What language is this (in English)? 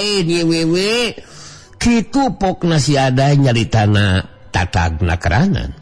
Sundanese